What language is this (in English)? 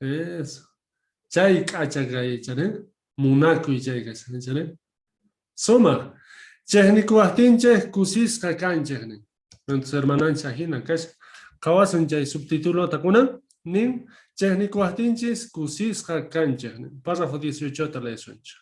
South Bolivian Quechua